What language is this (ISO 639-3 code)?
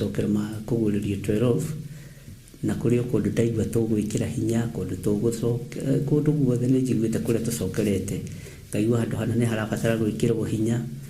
kik